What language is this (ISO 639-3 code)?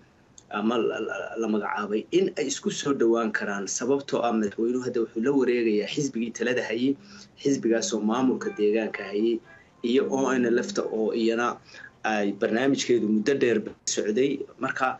som